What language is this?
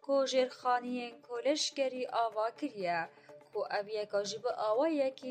Kurdish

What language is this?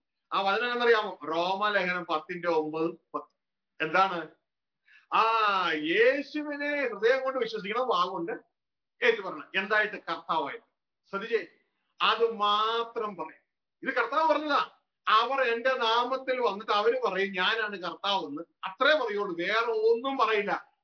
Malayalam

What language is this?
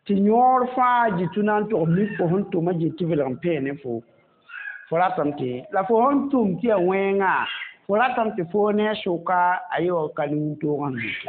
Mossi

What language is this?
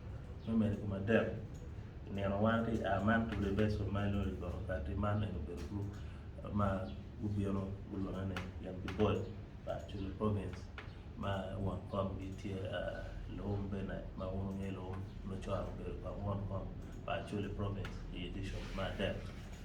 Acoli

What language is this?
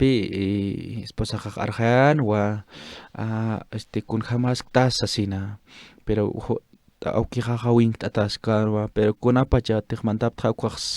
Aymara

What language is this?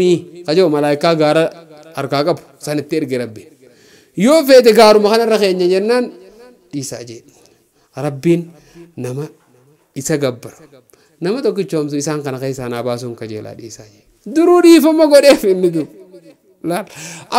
Oromo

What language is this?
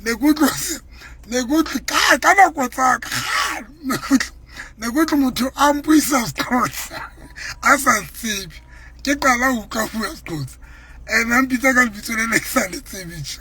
Southern Sotho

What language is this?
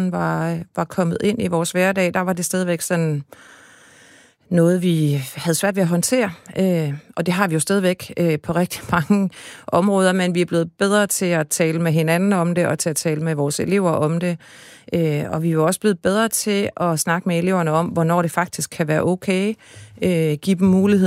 Danish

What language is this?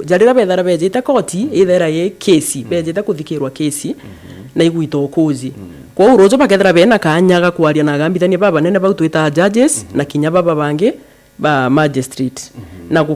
Meru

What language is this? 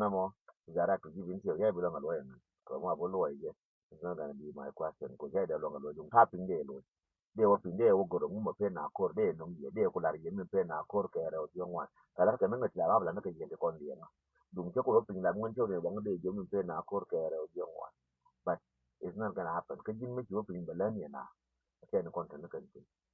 Nuer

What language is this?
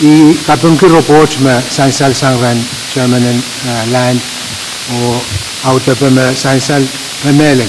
Pohnpeian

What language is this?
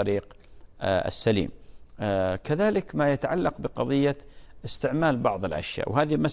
Arabic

